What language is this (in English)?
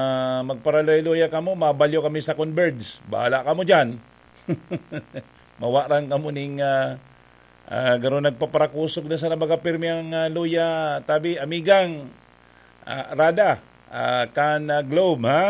Bikol